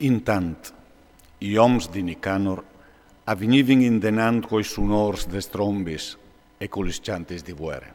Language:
Friulian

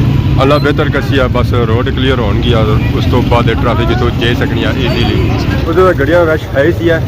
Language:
Pahari-Potwari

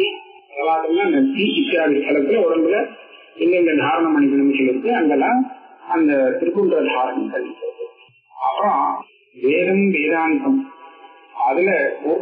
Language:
Tamil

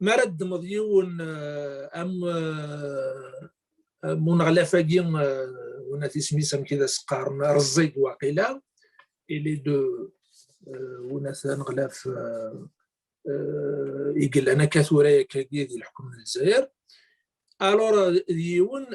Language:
Kabyle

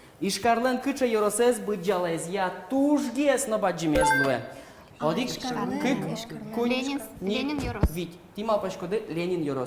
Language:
Udmurt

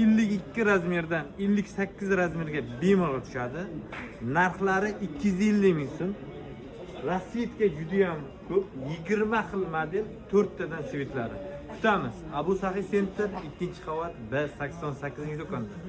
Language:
Uzbek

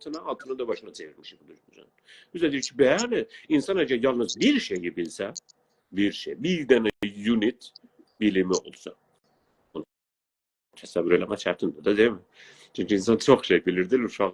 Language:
South Azerbaijani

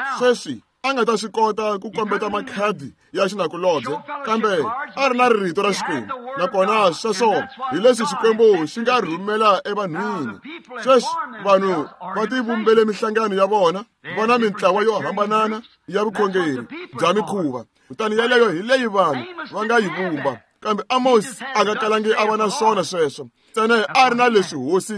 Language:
Tsonga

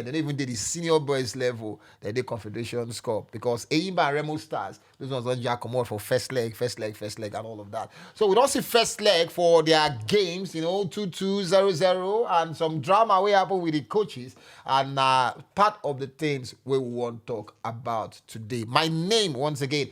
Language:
Nigerian Pidgin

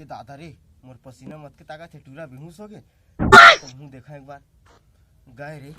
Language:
Chhattisgarhi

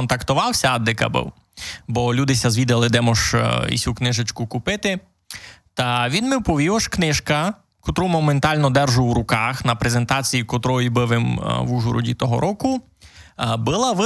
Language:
Rusyn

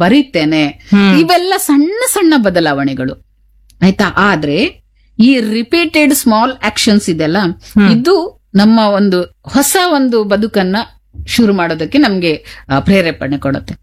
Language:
Kannada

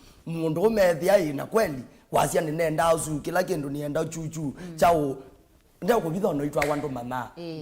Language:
Kamba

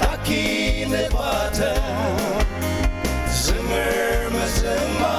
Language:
Ao Naga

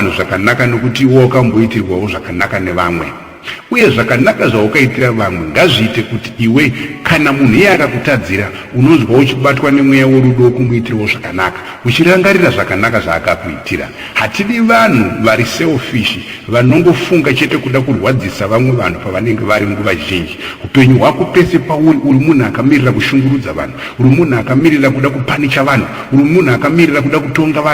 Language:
Shona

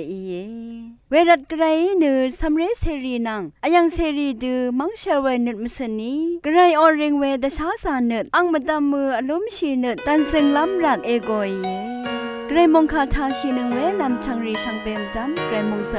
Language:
Rawang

